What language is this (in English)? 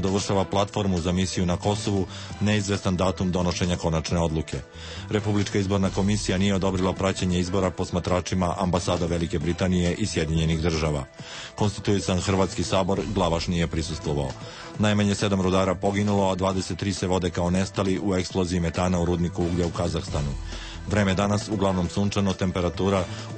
Serbian